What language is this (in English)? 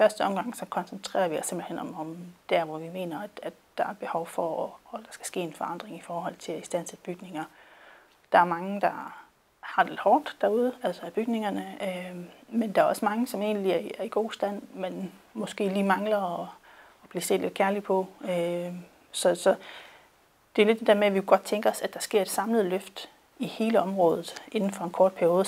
Danish